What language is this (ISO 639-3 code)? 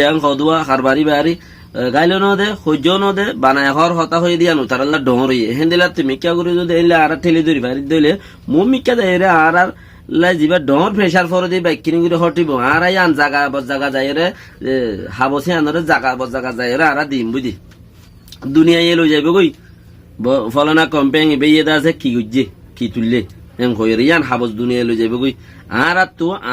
rhg